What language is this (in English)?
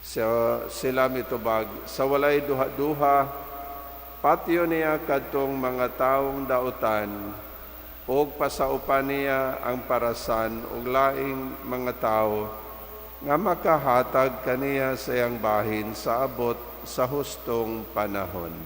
Cebuano